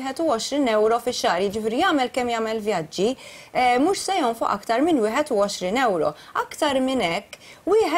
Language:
Maltese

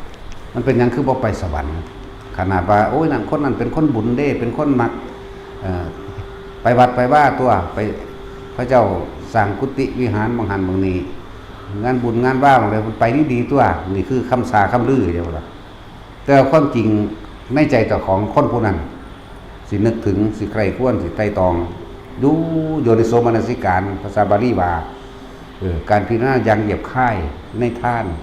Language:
Lao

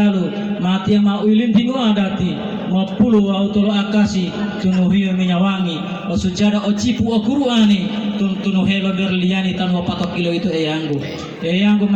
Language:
Gorontalo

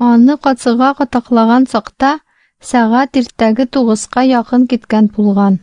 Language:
Tatar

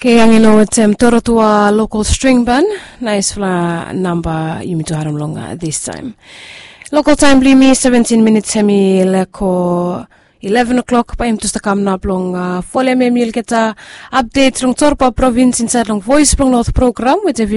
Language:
Bislama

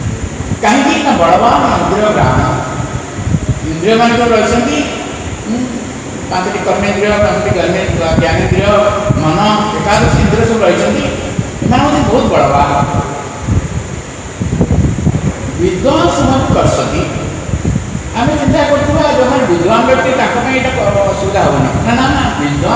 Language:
Odia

